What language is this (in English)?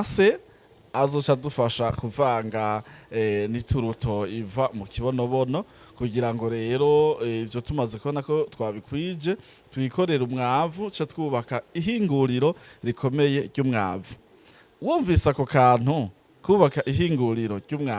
Rundi